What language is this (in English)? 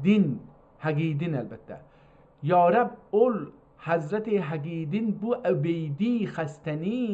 South Azerbaijani